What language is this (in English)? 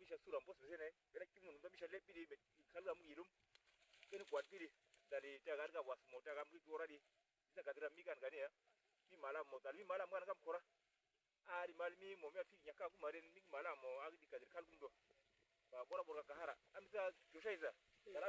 Uduk